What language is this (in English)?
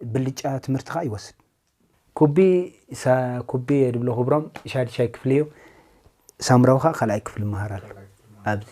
Tigrinya